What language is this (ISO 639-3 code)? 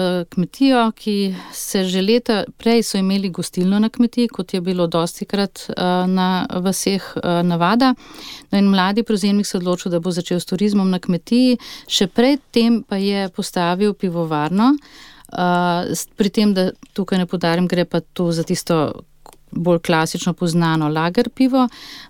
slv